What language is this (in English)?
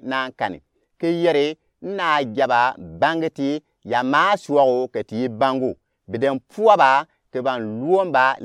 Gourmanchéma